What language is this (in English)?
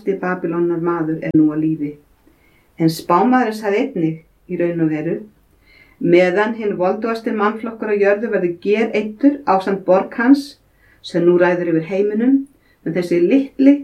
Icelandic